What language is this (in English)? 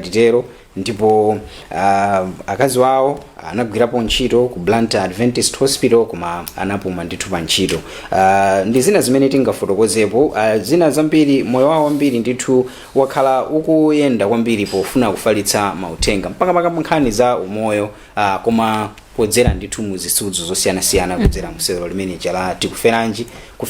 Nyanja